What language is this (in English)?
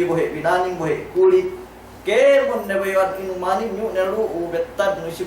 Yakan